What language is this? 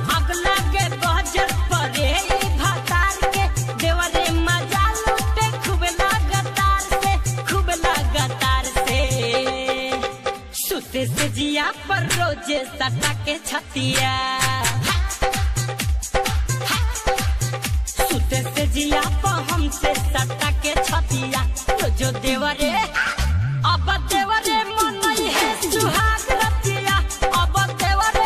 Bhojpuri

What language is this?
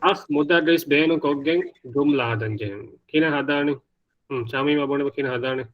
Divehi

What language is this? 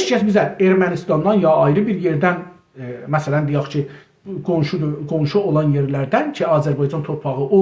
South Azerbaijani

